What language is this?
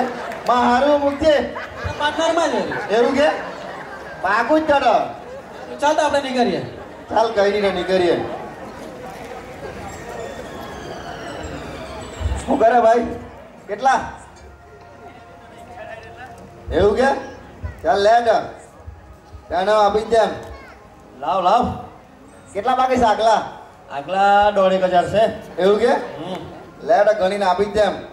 Gujarati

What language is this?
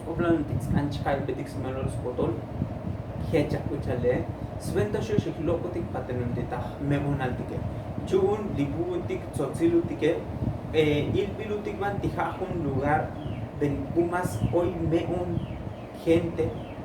Tzotzil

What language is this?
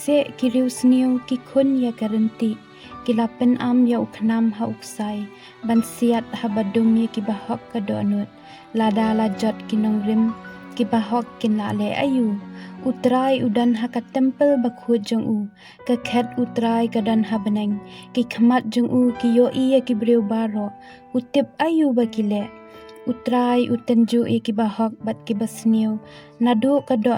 Khasi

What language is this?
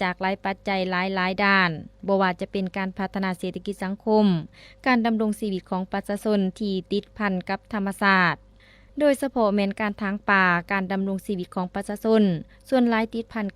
Lao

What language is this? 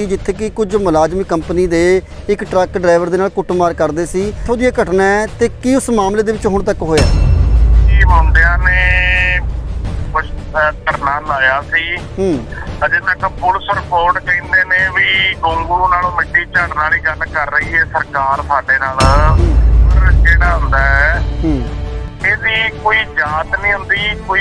Punjabi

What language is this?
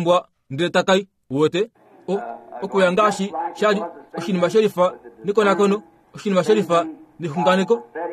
Kuanyama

